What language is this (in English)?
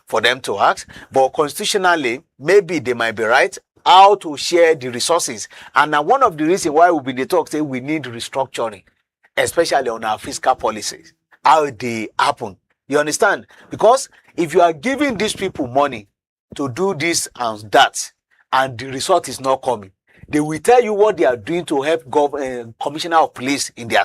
Nigerian Pidgin